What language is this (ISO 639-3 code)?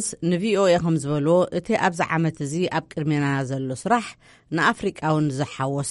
tir